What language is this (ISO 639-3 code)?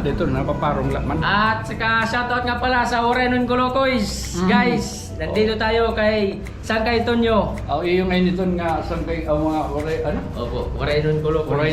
war